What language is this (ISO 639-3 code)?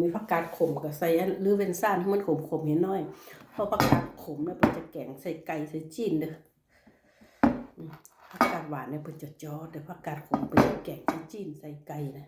lao